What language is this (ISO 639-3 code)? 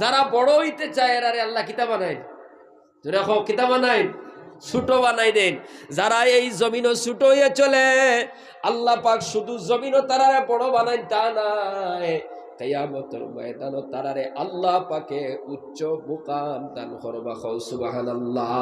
syl